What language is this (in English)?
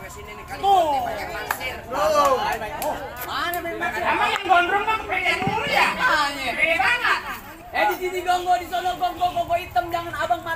Betawi